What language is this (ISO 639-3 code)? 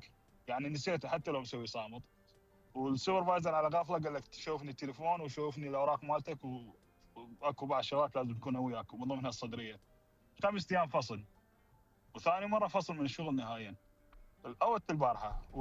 acm